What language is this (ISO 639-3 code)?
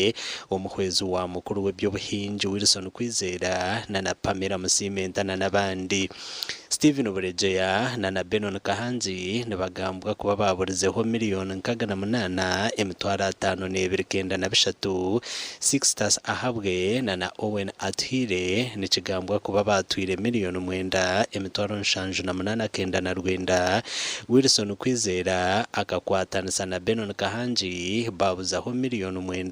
nyn